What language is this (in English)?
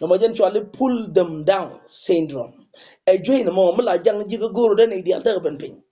Nuer